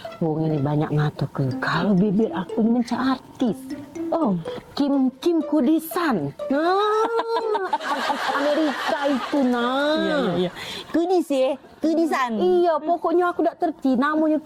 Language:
Musi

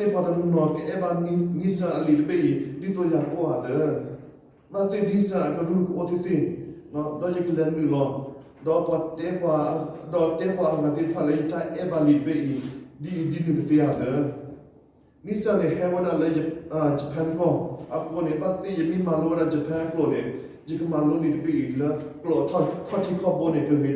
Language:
S'gaw Karen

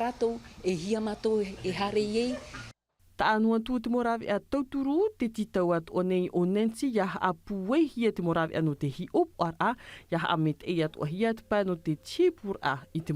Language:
Tahitian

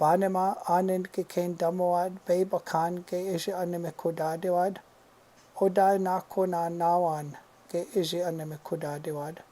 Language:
Chippewa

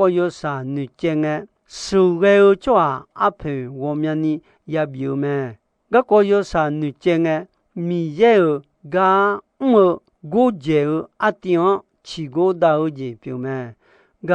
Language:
Akha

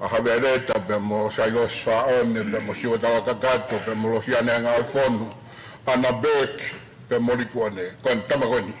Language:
Tongan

